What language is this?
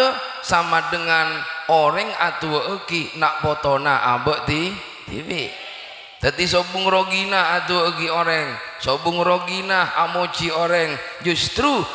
Madurese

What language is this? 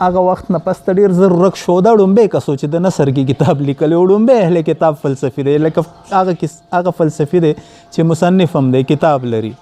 Pashto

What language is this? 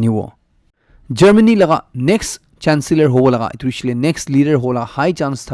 Naga Pidgin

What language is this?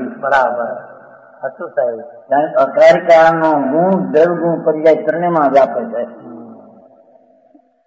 Gujarati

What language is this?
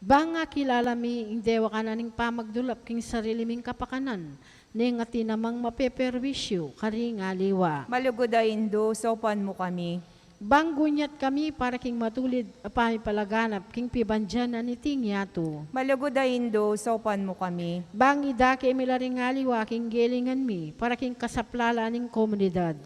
Pampanga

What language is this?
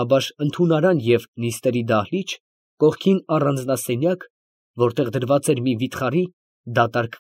Armenian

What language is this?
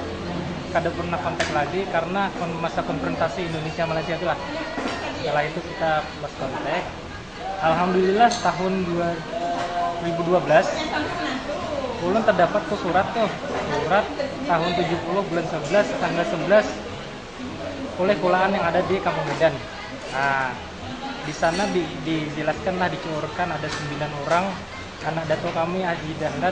Banjar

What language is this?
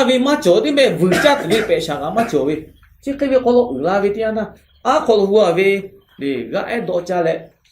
Lahu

